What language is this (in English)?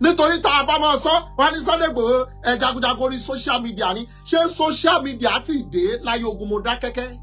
Yoruba